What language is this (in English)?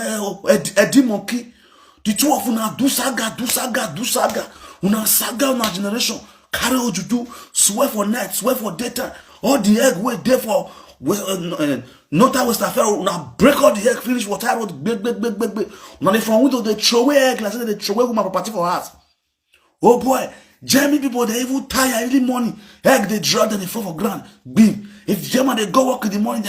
Nigerian Pidgin